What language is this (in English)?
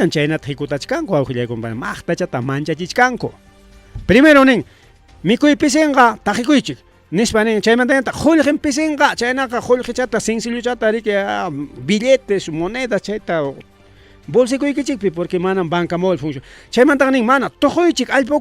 Ayacucho Quechua